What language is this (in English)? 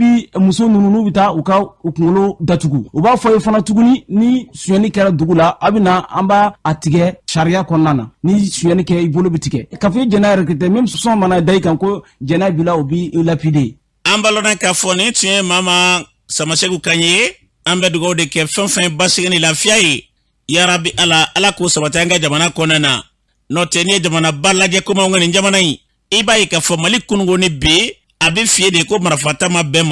Bambara